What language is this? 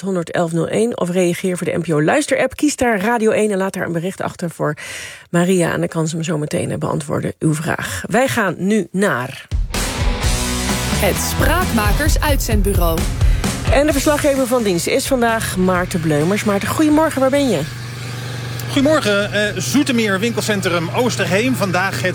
Dutch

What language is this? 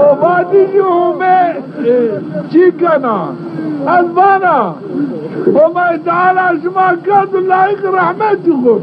Zaza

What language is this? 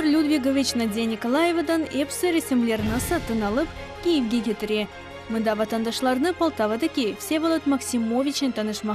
Crimean Tatar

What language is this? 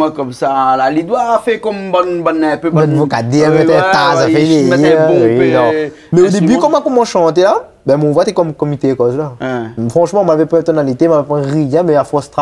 Réunion Creole French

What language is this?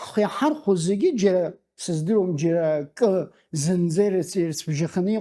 Abkhazian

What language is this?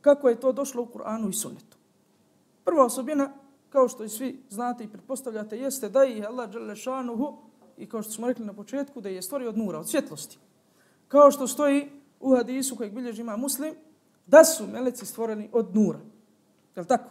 Bosnian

